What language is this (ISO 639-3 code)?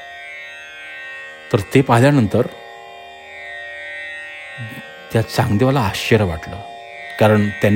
mar